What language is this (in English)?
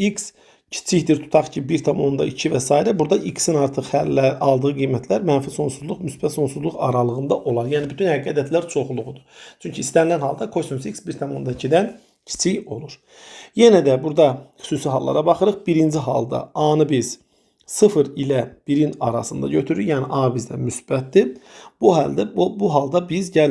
Azerbaijani